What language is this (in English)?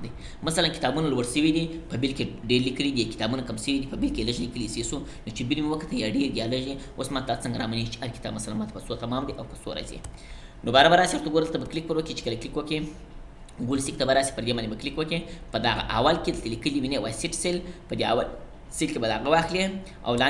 Pashto